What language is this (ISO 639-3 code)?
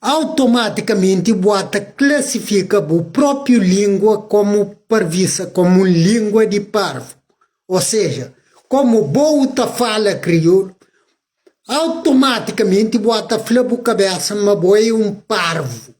kea